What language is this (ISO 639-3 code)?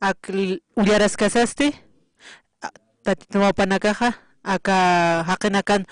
aym